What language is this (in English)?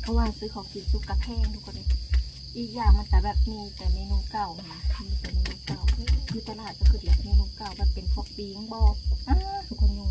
Lao